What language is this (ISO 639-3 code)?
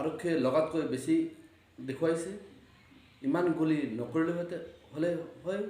asm